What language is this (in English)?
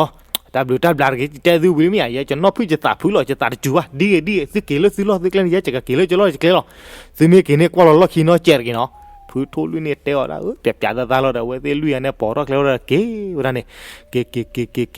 S'gaw Karen